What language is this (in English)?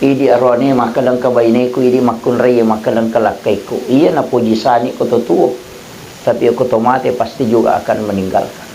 Buginese